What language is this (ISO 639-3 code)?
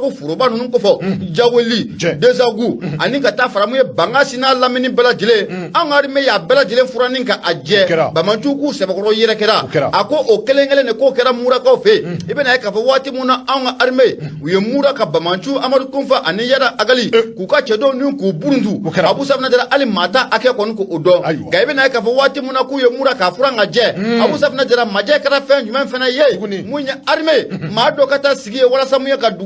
bam